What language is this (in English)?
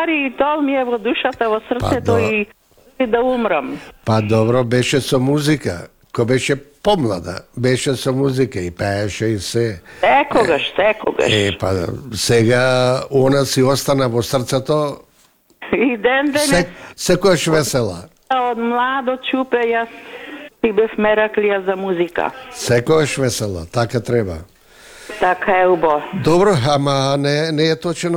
Macedonian